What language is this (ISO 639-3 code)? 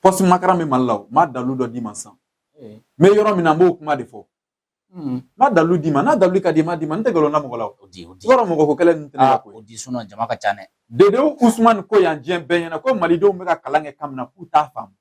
bam